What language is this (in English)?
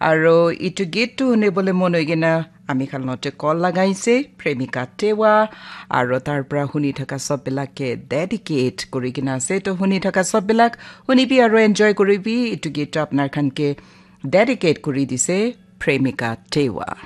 Naga Pidgin